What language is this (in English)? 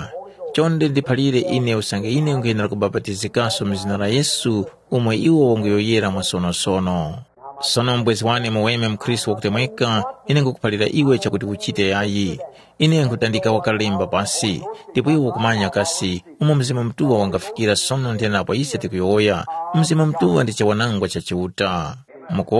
Tumbuka